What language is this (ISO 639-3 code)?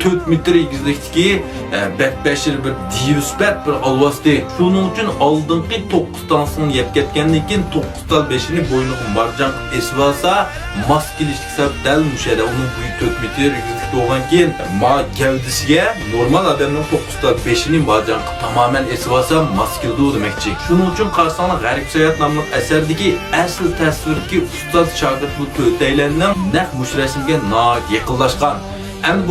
uig